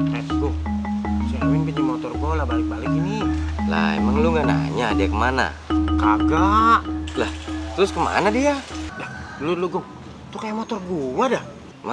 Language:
Betawi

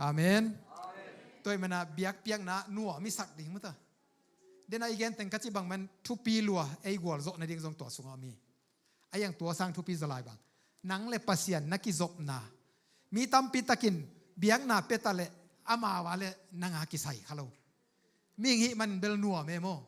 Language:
Tedim Chin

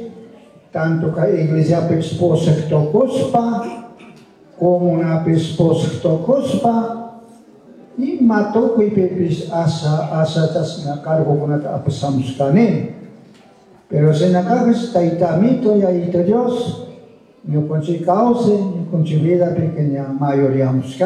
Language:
Chimborazo Highland Quichua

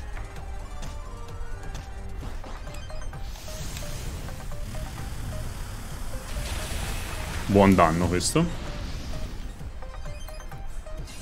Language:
Italian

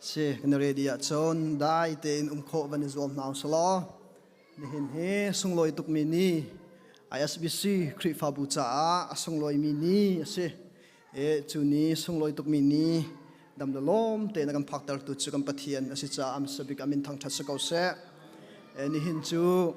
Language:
Hakha Chin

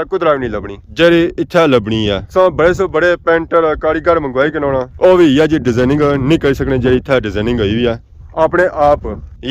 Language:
Pahari-Potwari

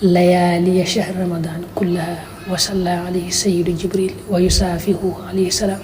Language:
Wolof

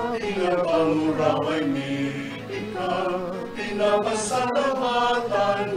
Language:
Bikol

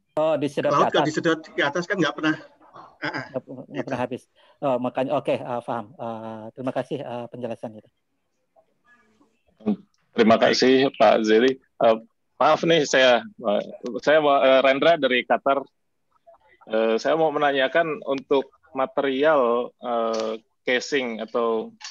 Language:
Indonesian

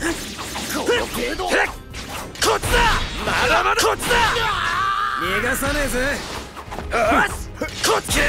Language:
Japanese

